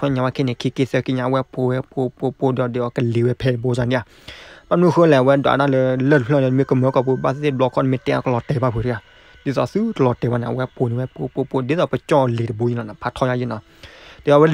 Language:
S'gaw Karen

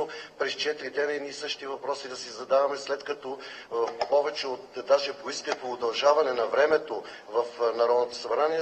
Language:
Bulgarian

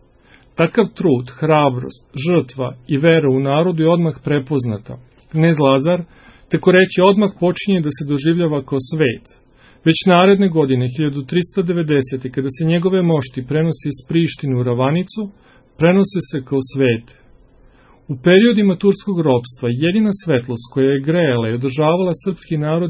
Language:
Serbian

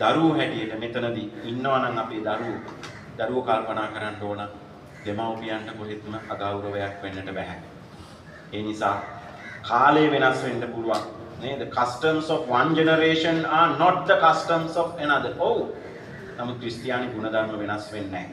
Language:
Sinhala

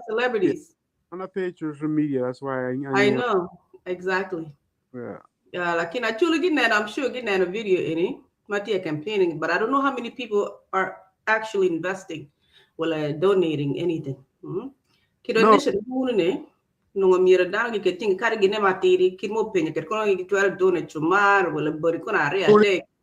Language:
Acoli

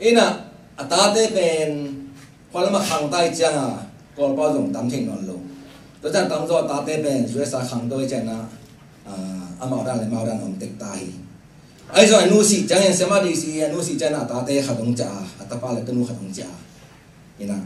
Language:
Tedim Chin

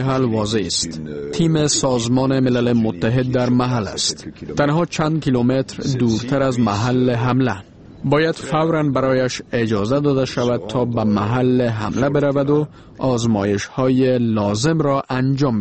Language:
Persian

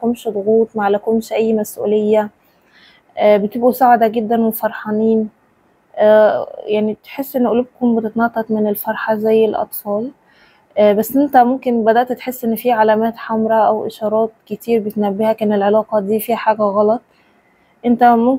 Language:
Egyptian Arabic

